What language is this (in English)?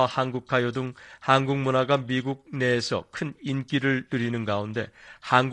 Korean